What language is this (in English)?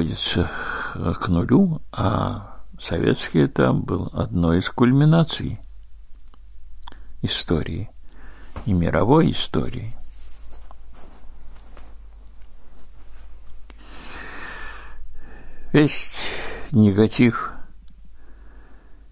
Russian